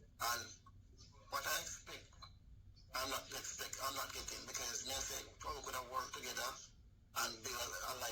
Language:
Jamaican Creole English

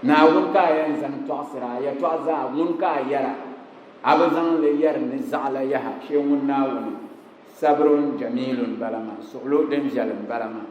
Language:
Dagbani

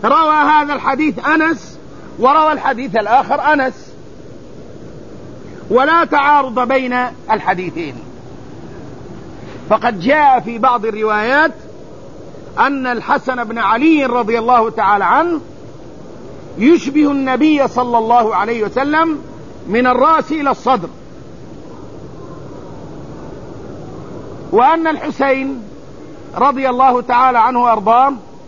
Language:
Arabic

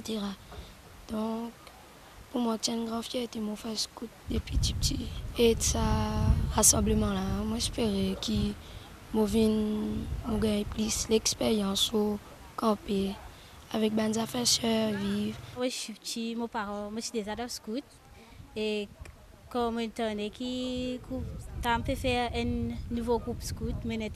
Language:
Morisyen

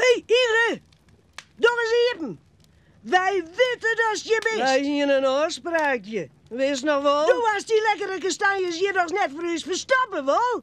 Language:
Western Frisian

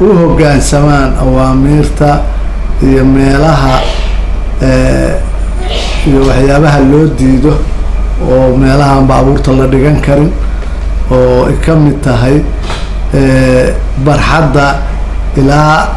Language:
Somali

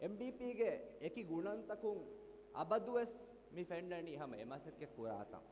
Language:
Divehi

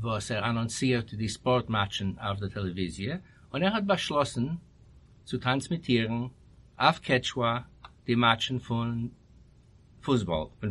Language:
Yiddish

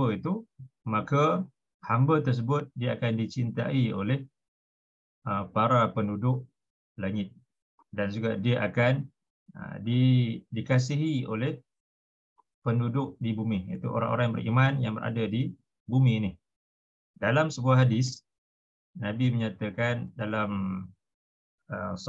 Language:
Malay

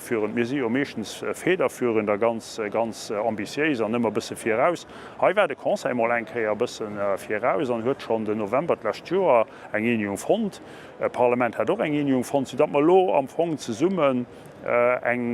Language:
Luxembourgish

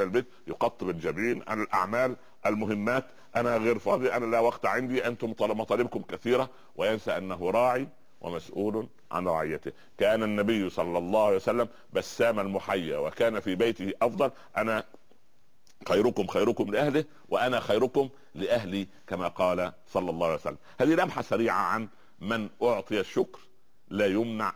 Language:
Arabic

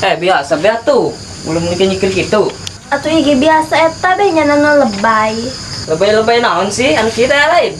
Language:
Sundanese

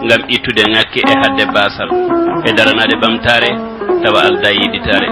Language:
Fula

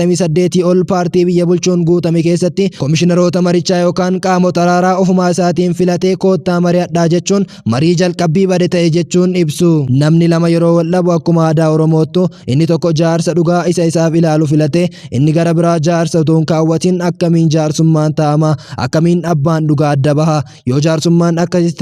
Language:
Oromo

